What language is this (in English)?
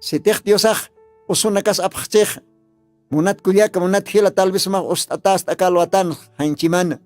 Aymara